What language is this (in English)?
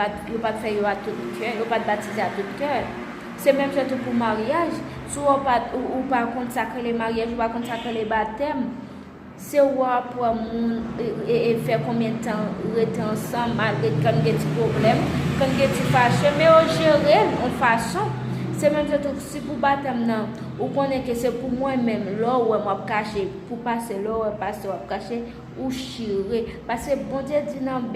Haitian Creole